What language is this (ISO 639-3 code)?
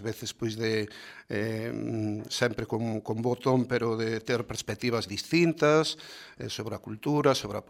glg